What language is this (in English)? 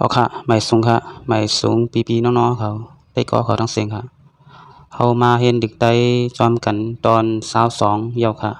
Shan